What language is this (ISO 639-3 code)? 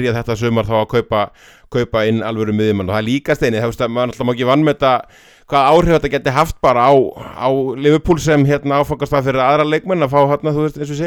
isl